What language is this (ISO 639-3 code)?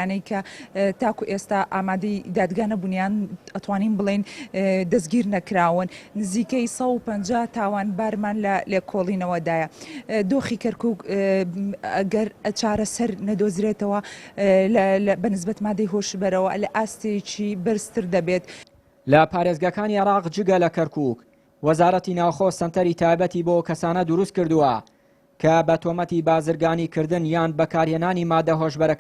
ckb